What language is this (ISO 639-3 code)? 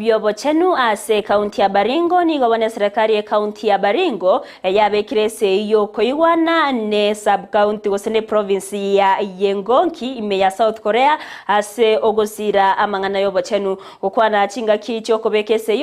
guz